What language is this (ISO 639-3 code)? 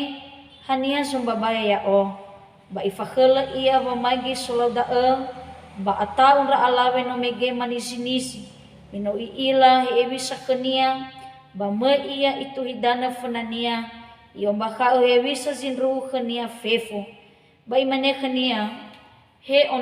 nia